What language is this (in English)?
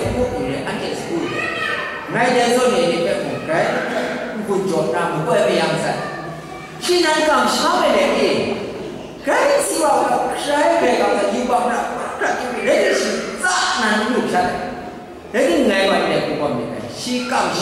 Kachin